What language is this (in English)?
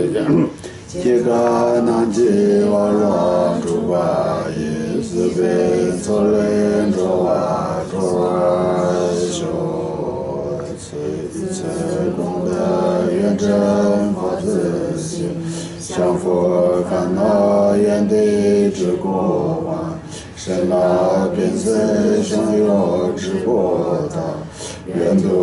Chinese